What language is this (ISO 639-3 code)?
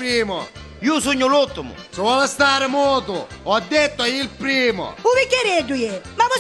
nap